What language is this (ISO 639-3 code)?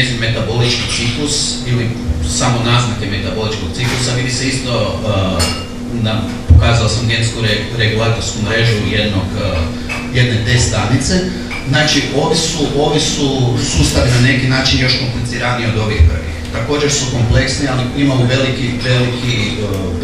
hrv